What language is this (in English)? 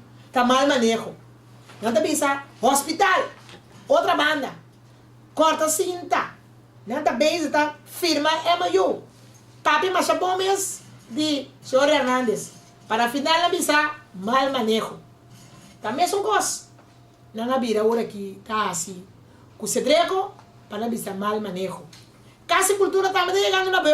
Papiamento